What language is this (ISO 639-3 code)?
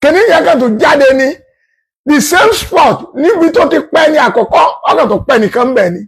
yor